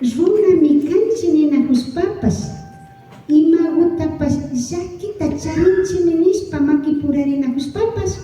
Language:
Imbabura Highland Quichua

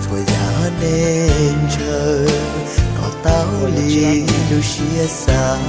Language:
Hmong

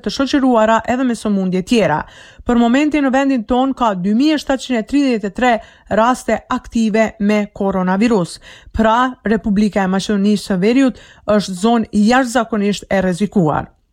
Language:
Albanian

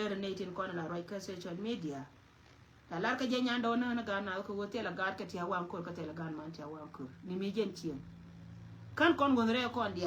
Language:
Nuer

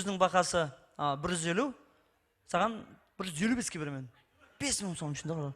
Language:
Kara-Kalpak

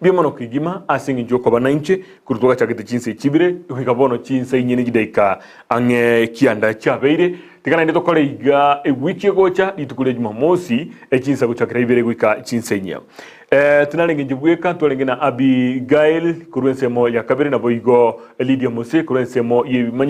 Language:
Gusii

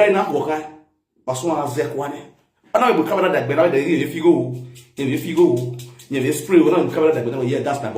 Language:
Nigerian Pidgin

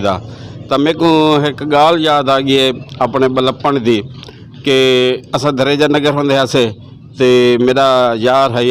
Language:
Western Panjabi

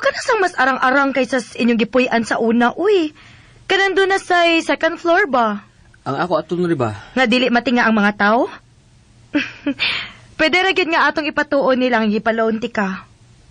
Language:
Cebuano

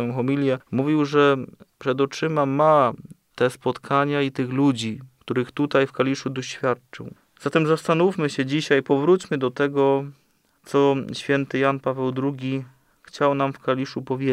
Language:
Polish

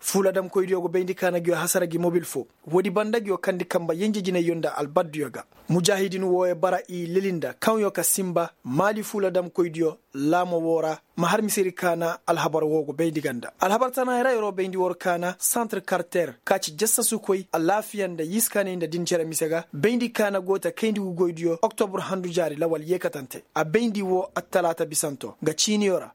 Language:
Koyraboro Senni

